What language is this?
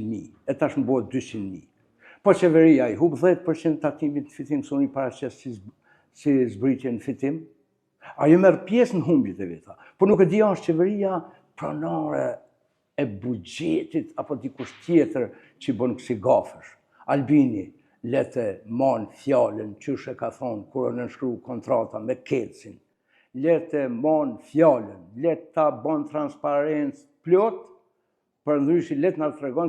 Albanian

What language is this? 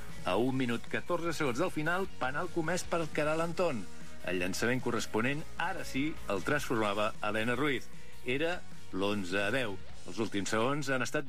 Catalan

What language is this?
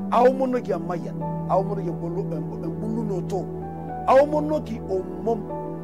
Masai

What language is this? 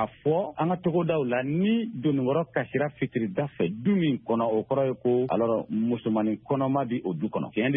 Bambara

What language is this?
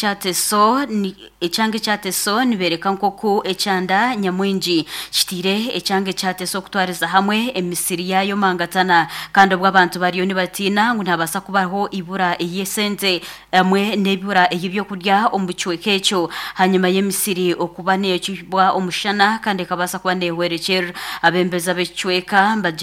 Nyankole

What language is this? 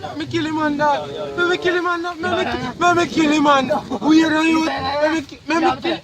Jamaican Creole English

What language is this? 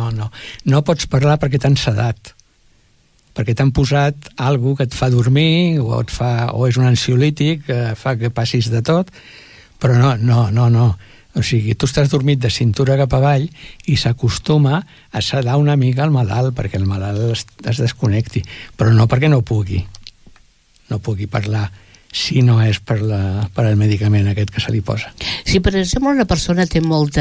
Catalan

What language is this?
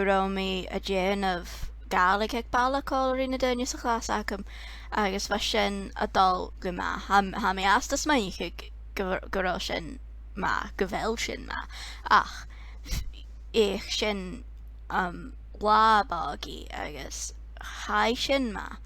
Scottish Gaelic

